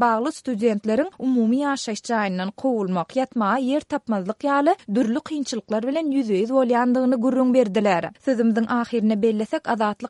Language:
Turkmen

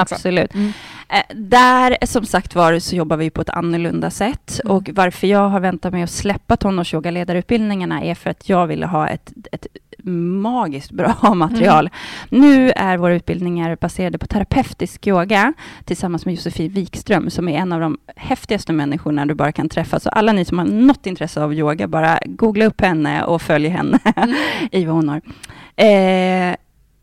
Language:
Swedish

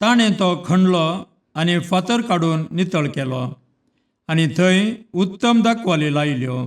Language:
Konkani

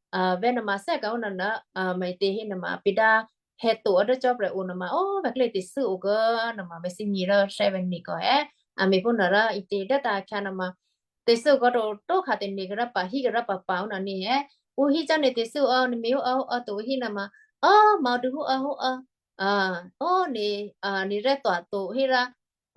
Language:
Western Kayah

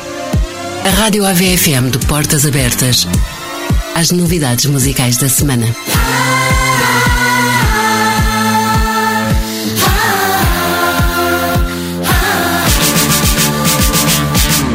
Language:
Portuguese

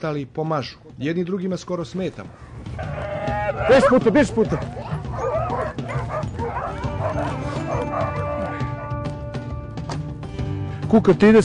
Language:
Serbian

